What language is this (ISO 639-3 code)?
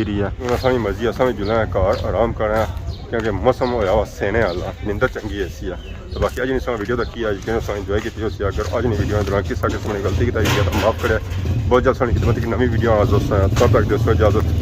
phr